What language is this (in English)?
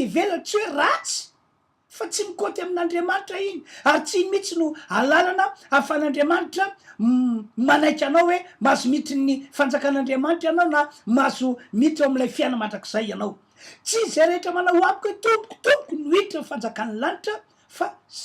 Malagasy